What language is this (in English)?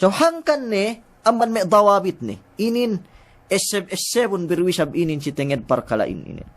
Yakan